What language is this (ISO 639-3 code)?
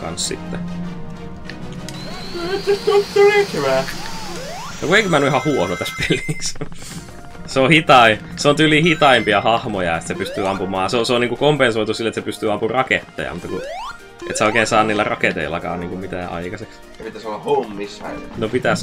fin